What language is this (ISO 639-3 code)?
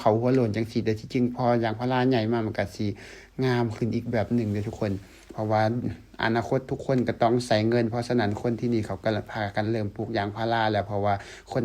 lao